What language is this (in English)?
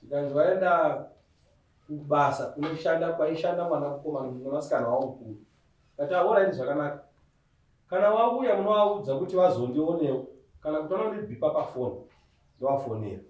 Shona